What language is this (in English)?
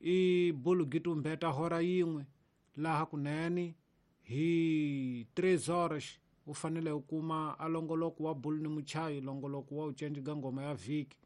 Tsonga